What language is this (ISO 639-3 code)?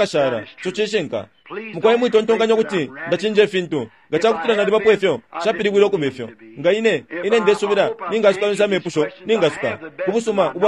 bem